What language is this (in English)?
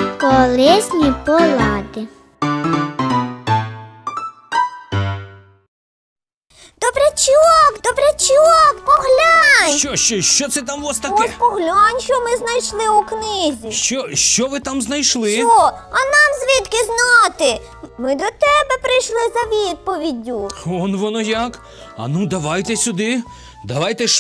Ukrainian